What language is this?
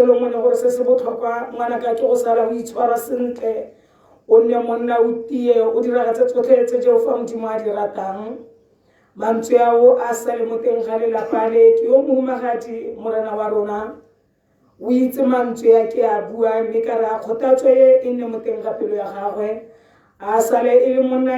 Tswana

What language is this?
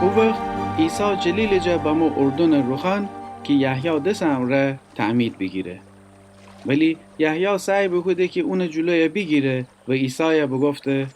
Gilaki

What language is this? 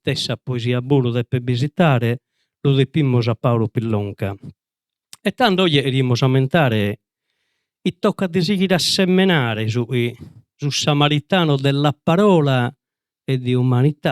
Sardinian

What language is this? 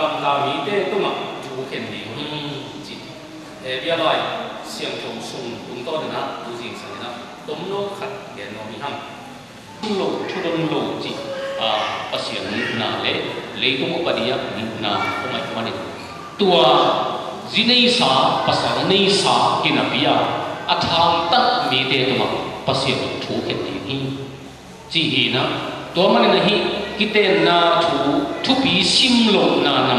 Tedim Chin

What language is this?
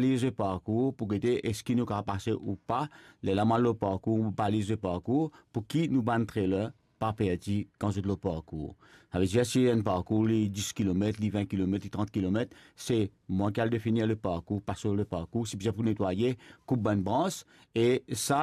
Morisyen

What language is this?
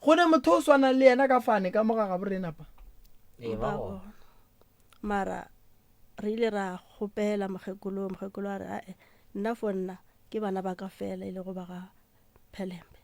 Northern Sotho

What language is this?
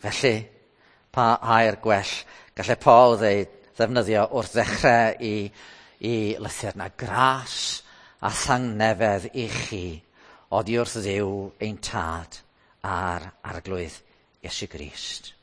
Welsh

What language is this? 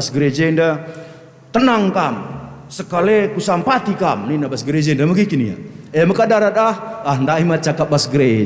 Batak Karo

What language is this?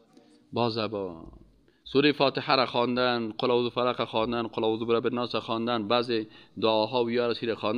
Persian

